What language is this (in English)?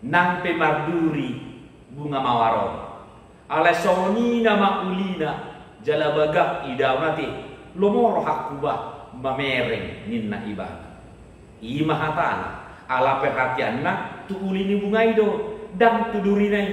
Batak Toba